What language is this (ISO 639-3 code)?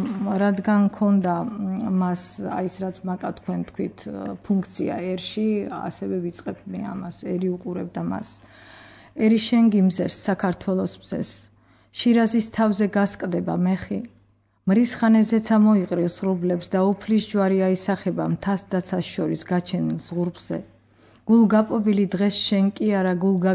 kat